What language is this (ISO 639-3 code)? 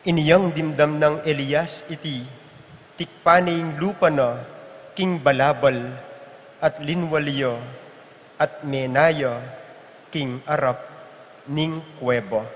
pam